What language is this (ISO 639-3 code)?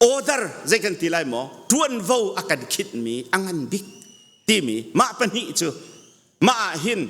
cnh